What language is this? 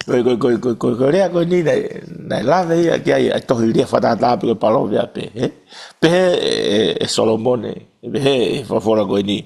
Tongan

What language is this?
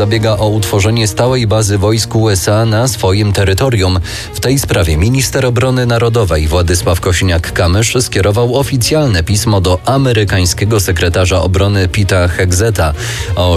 Polish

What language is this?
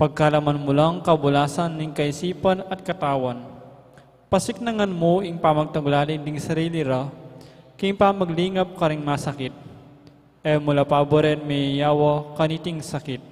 Pampanga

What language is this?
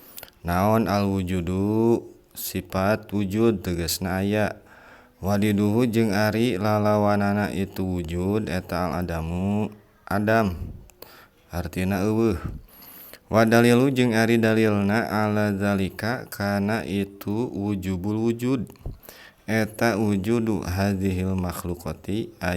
Sundanese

